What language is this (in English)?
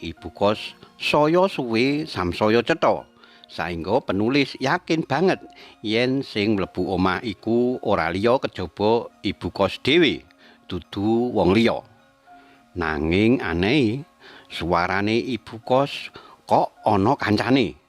Javanese